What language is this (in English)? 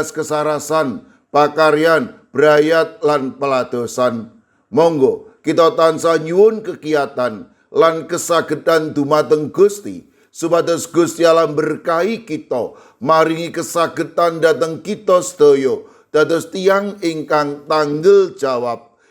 Javanese